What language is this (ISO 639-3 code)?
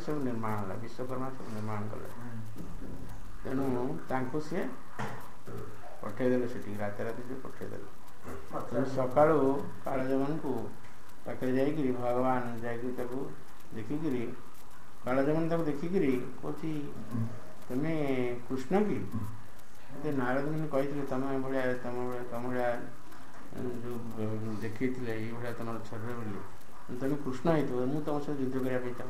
ori